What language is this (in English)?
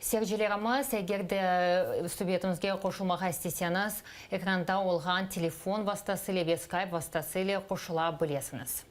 Crimean Tatar